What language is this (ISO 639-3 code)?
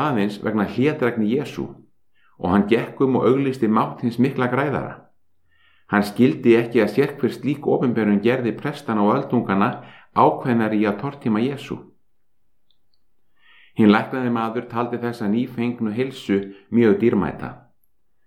isl